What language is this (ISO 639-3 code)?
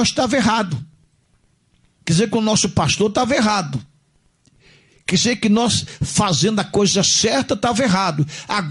por